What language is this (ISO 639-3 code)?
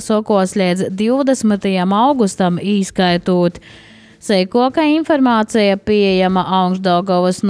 lav